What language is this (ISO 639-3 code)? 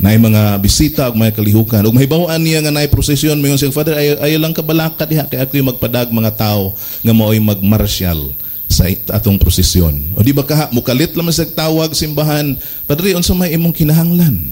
ceb